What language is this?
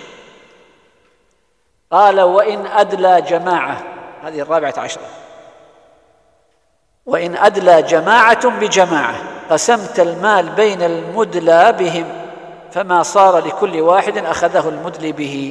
Arabic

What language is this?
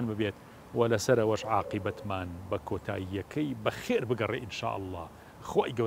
Central Kurdish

